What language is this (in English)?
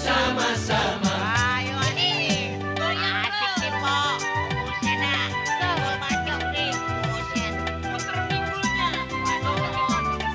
Betawi